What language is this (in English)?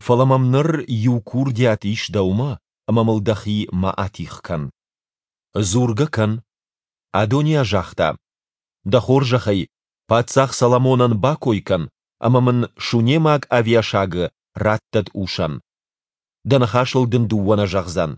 Ossetic